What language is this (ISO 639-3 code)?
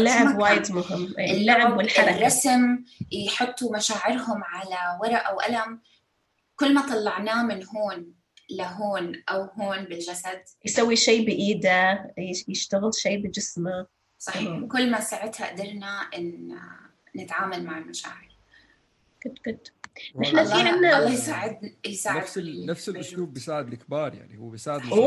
apc